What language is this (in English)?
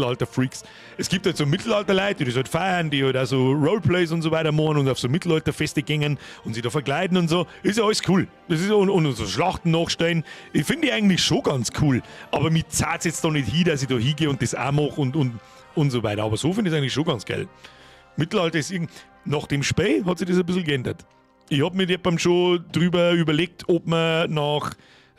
Bavarian